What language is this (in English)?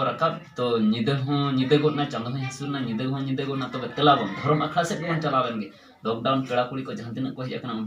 Santali